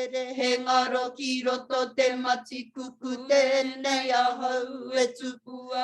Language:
Māori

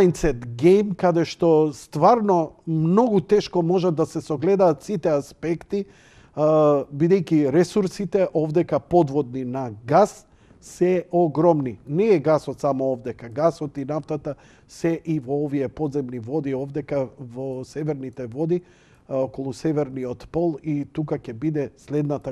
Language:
Macedonian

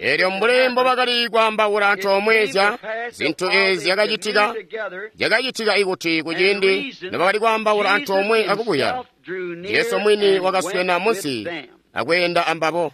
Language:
Tonga (Zambia)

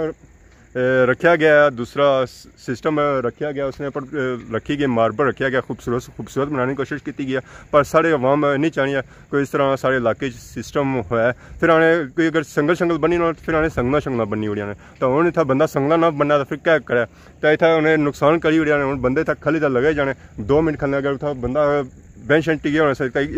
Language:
Pahari-Potwari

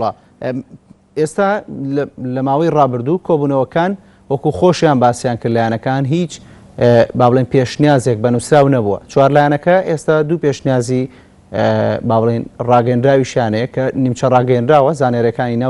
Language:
Central Kurdish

